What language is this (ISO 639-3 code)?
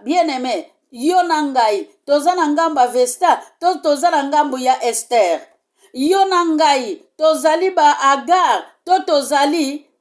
lin